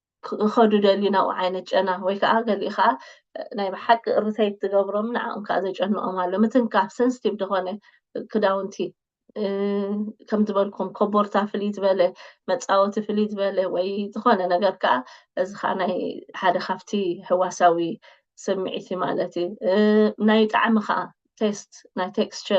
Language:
Tigrinya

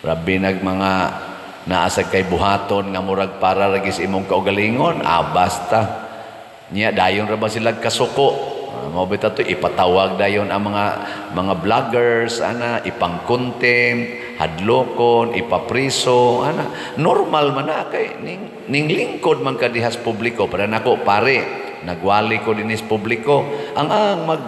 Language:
Cebuano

